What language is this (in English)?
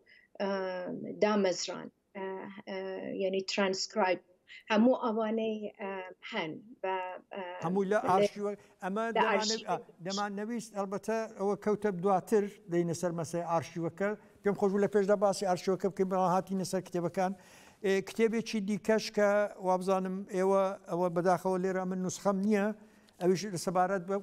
Central Kurdish